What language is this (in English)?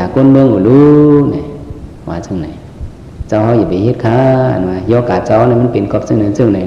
Shan